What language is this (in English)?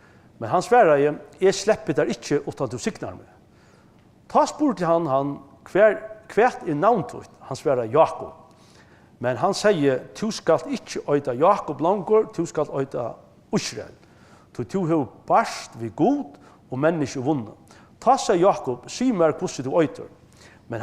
Faroese